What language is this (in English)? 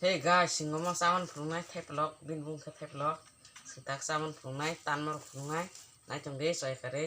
Kok Borok